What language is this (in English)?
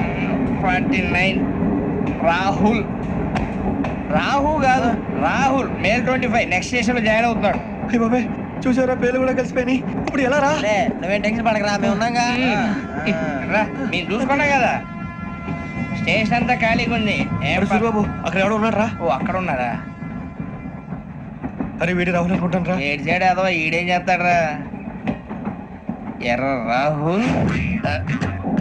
Telugu